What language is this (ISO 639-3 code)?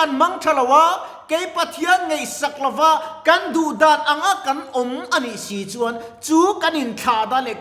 lus